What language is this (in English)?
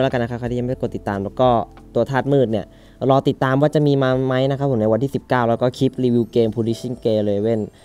Thai